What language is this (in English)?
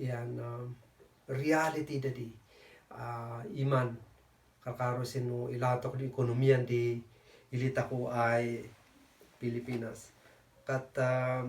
Kankanaey